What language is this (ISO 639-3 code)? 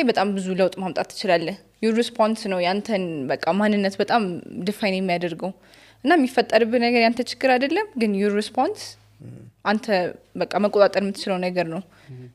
amh